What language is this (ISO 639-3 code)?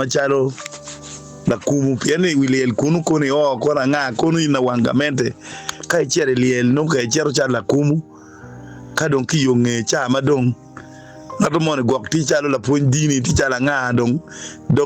ach